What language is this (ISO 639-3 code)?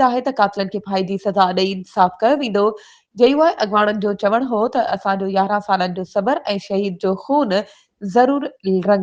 snd